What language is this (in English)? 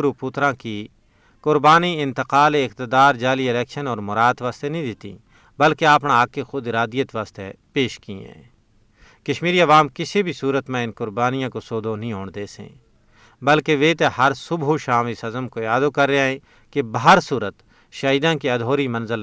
Gujari